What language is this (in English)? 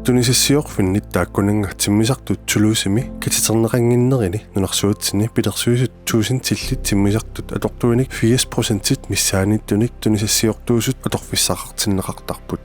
Kalaallisut